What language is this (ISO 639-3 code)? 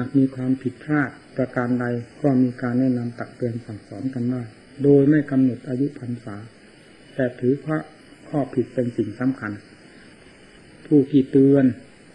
tha